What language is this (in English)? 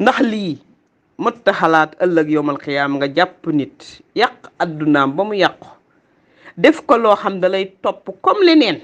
Wolof